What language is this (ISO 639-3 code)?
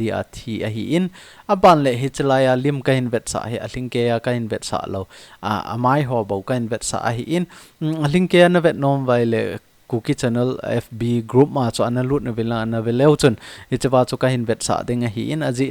tcz